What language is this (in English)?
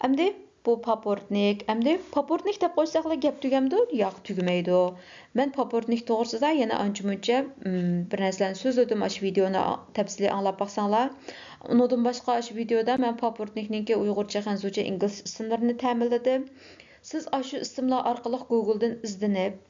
Uyghur